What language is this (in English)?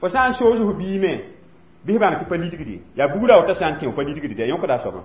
Mossi